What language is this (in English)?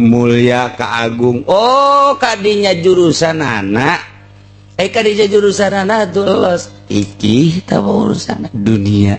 Sundanese